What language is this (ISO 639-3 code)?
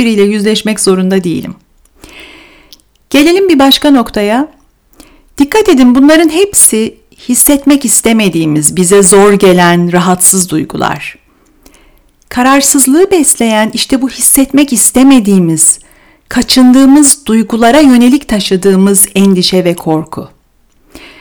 tur